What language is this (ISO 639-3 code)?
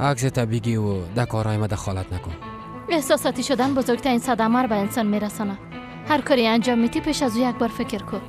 fas